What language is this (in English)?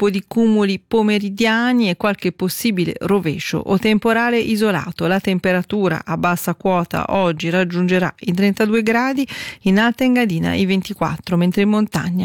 Italian